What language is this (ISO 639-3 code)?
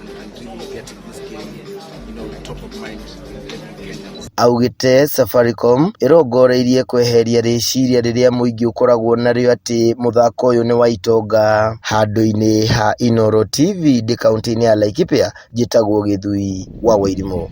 kik